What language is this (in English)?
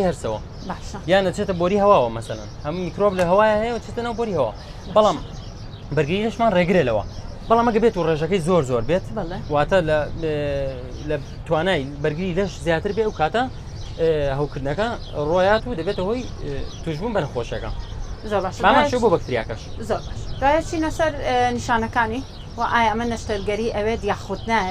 Central Kurdish